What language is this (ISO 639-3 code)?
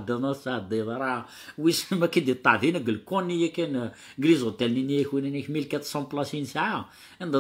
kab